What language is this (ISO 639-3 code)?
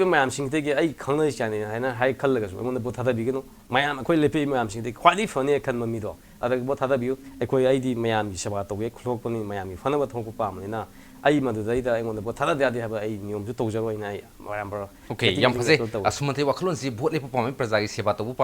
mni